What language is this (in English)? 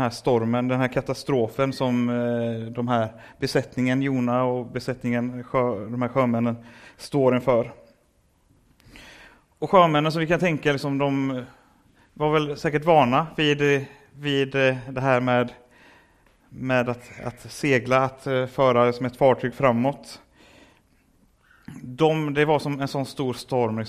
Swedish